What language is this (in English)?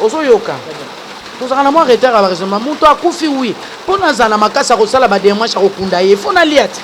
Lingala